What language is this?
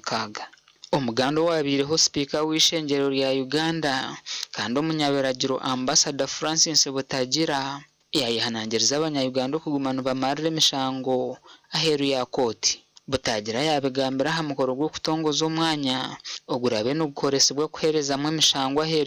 Nyankole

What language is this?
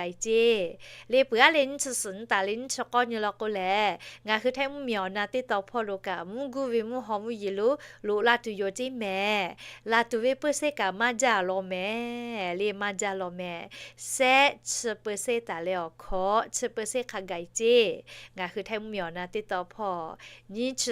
Lahu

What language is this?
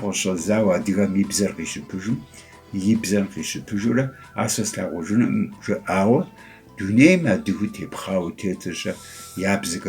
Kabardian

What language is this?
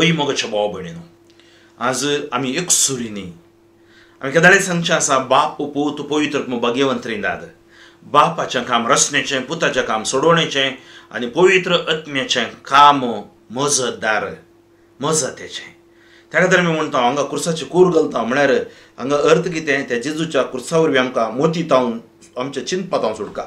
Konkani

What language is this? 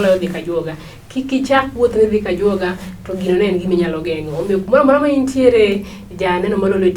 Luo (Kenya and Tanzania)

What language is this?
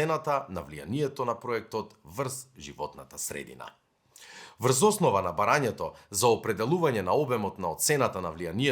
Macedonian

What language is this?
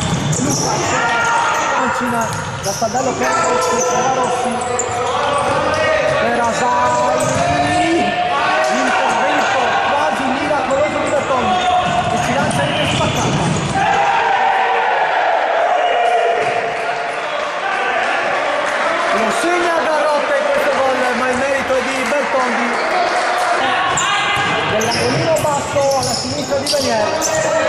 Italian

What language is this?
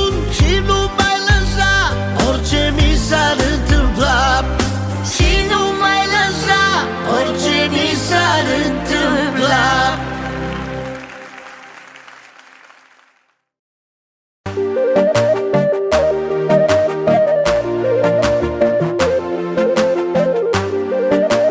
Romanian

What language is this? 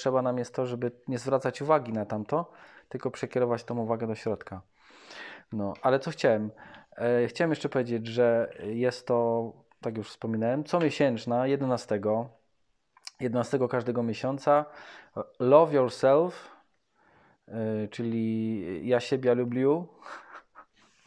Polish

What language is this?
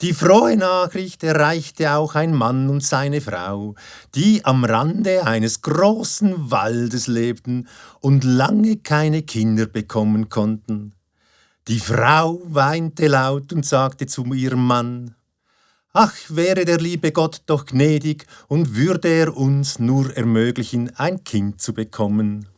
Swiss German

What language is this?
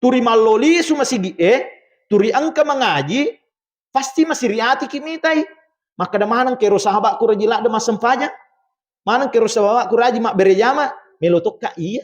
Buginese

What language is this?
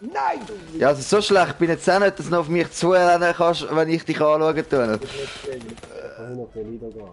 Swiss German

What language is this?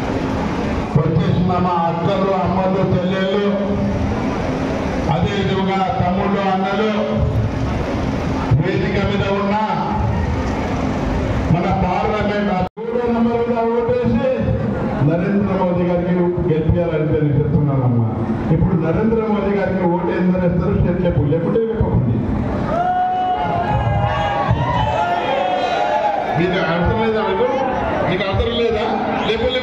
Telugu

